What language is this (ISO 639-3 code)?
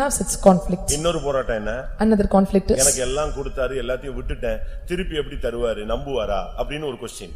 tam